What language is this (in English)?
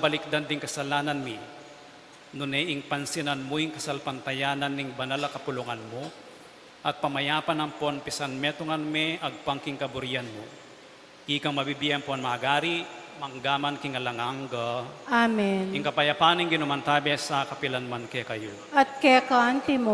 Pampanga